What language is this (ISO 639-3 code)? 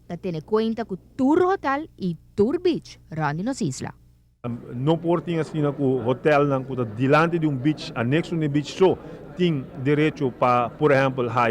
pap